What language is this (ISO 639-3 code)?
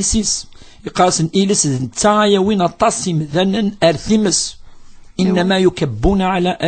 kab